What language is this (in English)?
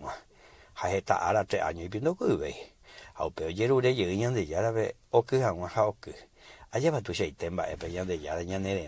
Guarani